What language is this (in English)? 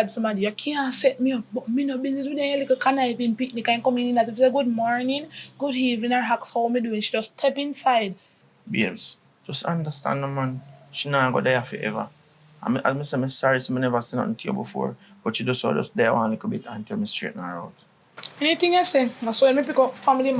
Jamaican Creole English